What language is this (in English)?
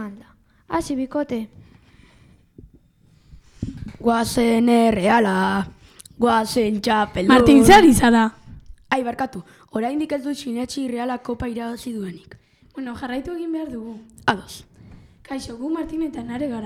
Basque